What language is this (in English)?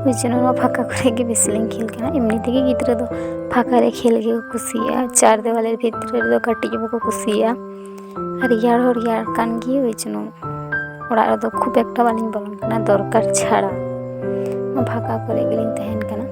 Santali